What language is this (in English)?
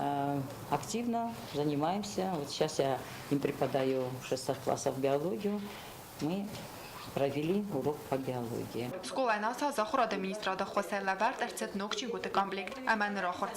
Ossetic